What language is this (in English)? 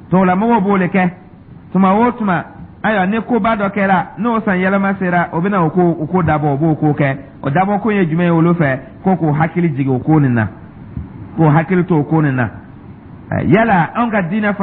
Dyula